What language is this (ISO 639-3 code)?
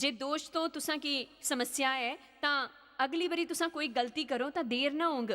doi